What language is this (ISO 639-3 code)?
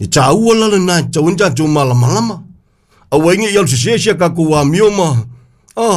smo